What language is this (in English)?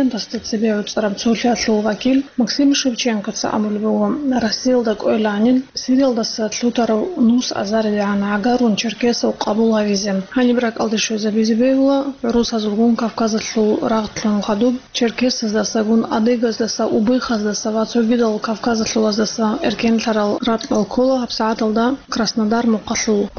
Avaric